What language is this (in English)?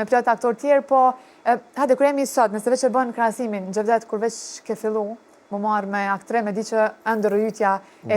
Albanian